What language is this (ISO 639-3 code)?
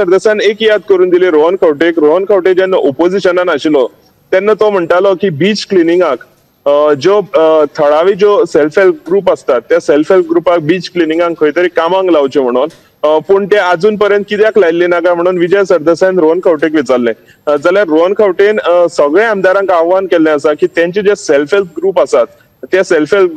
kok